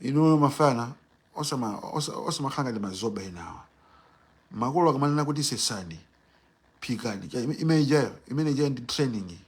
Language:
Nyanja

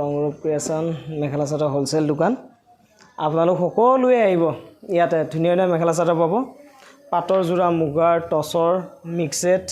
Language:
Assamese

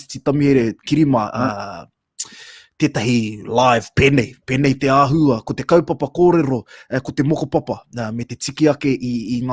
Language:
Māori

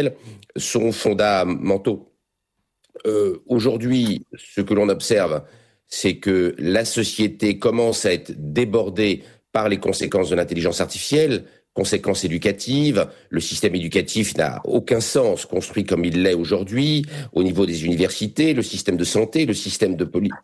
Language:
French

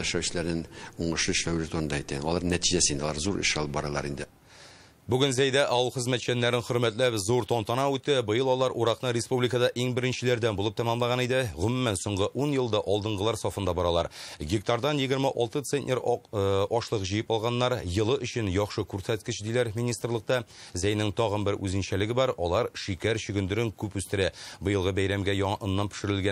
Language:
Tatar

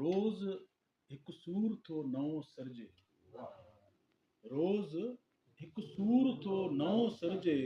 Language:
Sindhi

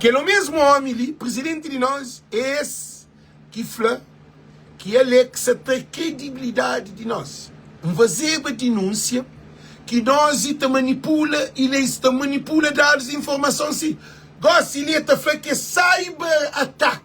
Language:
Kabuverdianu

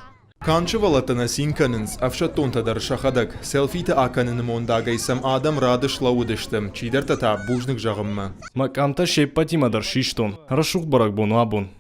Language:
Ossetic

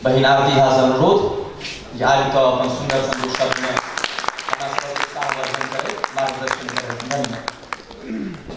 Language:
Maithili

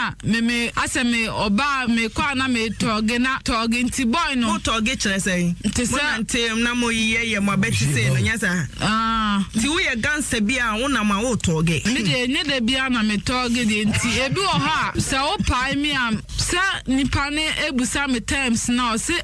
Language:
Akan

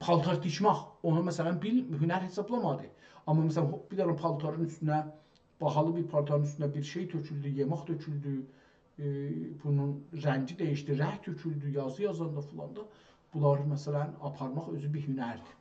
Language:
South Azerbaijani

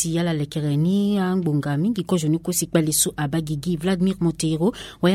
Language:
Sango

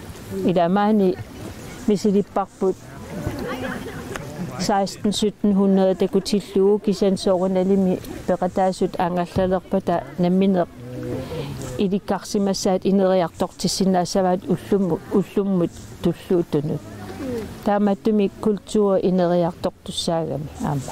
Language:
Kalaallisut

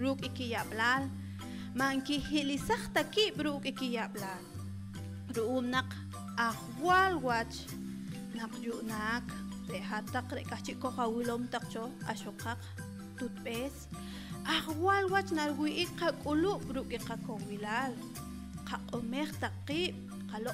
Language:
Poqomchi'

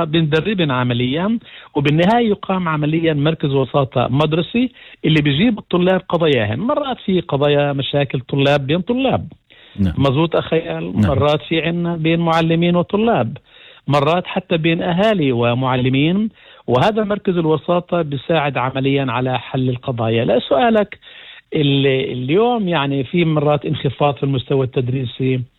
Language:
North Levantine Arabic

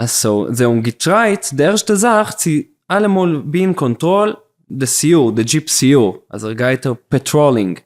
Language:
Yiddish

